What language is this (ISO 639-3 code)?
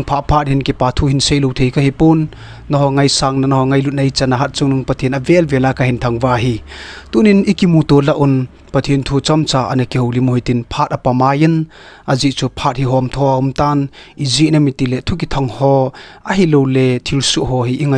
tcz